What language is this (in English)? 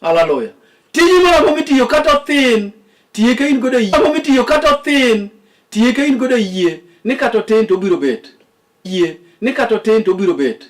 Luo (Kenya and Tanzania)